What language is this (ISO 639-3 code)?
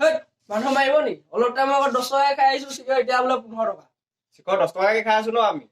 asm